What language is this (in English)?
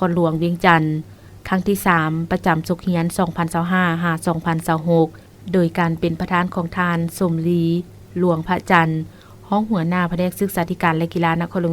Lao